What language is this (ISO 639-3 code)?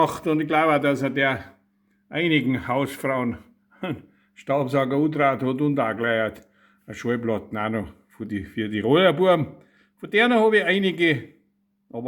bar